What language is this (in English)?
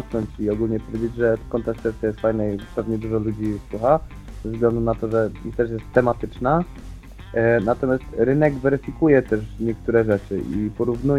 Polish